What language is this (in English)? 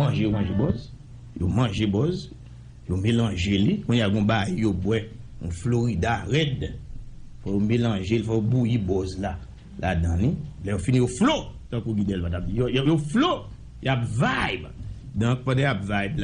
Haitian Creole